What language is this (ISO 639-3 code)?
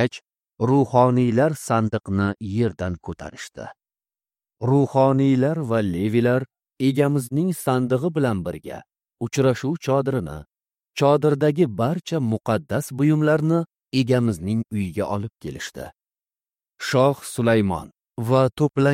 uzb